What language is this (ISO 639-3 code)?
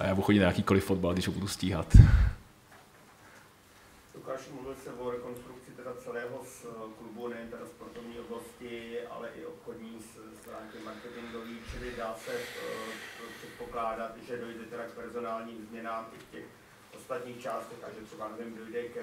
ces